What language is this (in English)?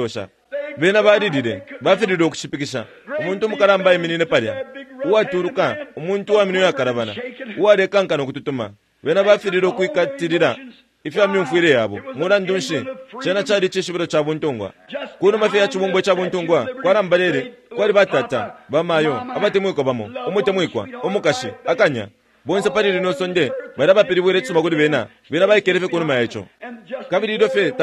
Bemba